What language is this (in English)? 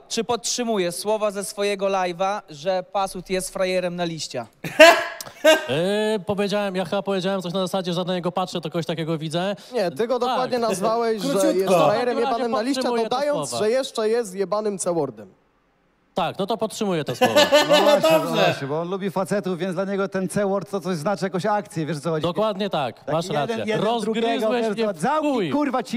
Polish